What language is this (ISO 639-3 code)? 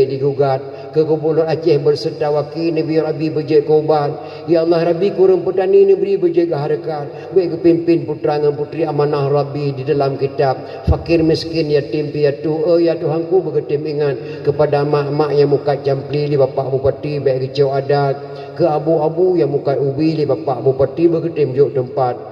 ace